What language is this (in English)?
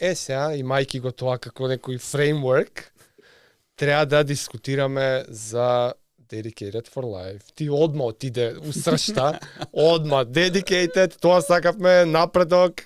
Macedonian